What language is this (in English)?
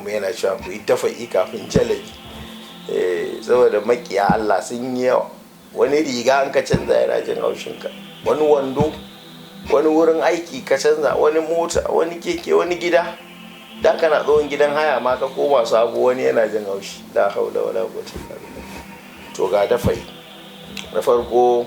Hausa